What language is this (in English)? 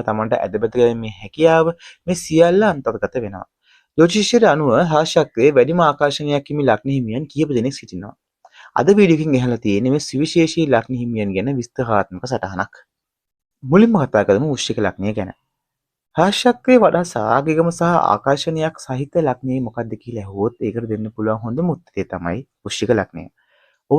Sinhala